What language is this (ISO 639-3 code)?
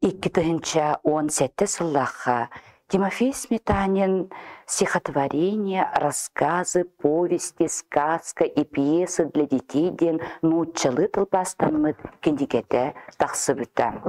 sah